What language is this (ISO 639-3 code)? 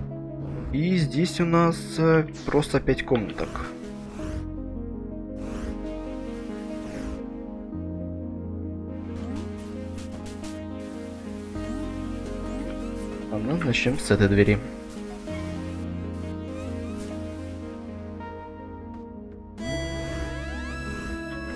rus